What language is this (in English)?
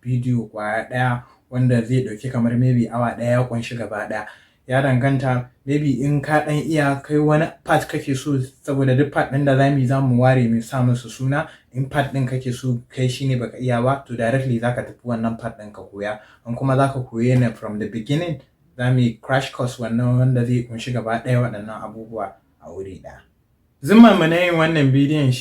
Hausa